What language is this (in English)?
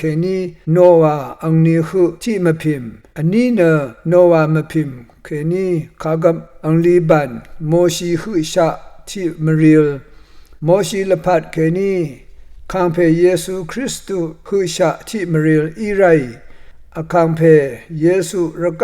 Rawang